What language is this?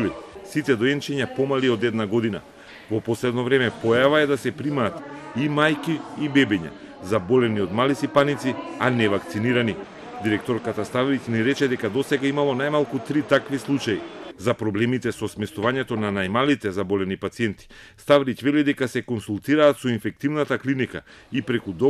Macedonian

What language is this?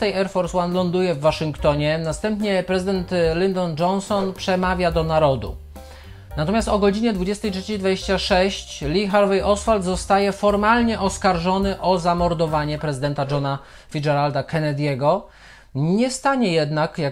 Polish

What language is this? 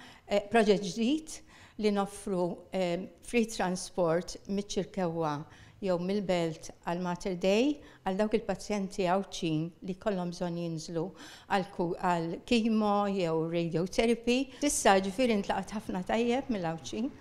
Maltese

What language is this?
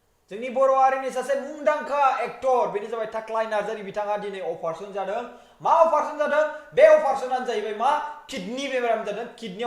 Bodo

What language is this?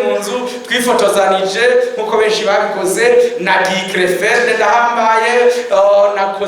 Rundi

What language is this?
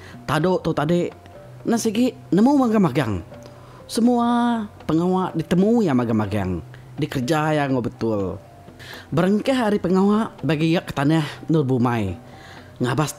Iban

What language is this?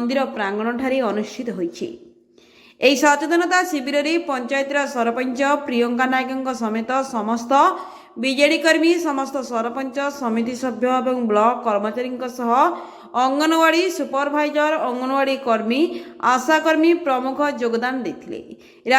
Odia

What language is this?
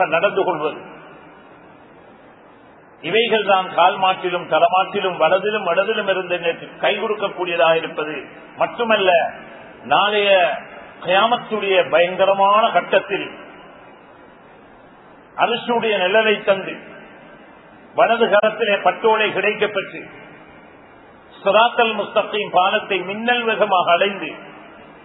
Tamil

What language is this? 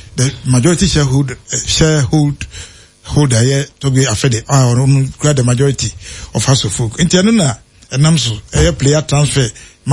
Akan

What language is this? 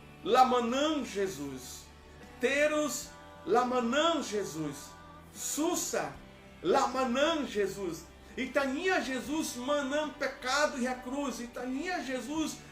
Tetum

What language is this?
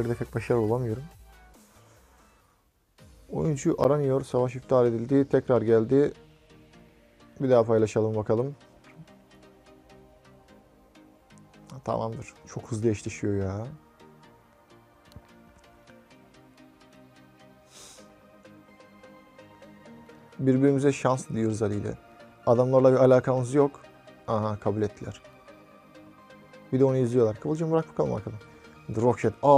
Turkish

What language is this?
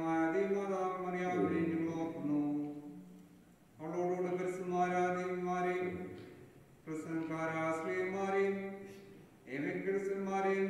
Malayalam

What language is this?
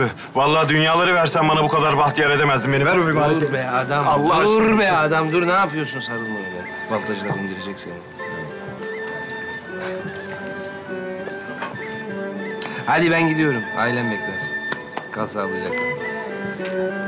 Turkish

